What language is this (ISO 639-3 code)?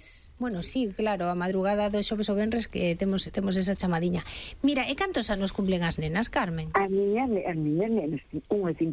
glg